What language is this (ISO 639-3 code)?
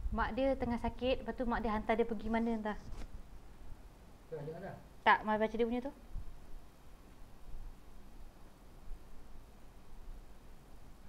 msa